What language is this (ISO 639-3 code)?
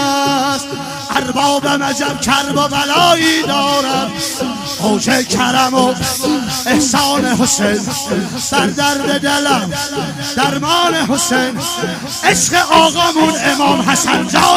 fas